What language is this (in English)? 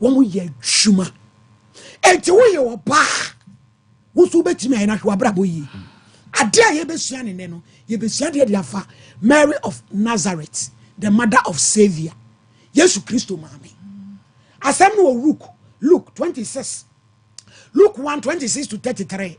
Akan